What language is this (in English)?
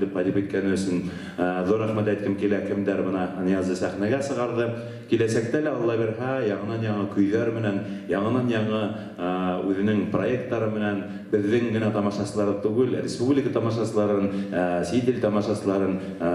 Bashkir